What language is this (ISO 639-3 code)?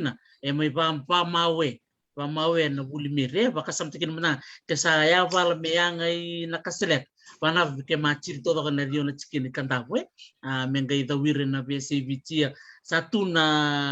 fij